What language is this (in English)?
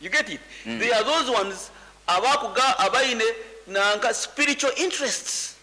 Nyoro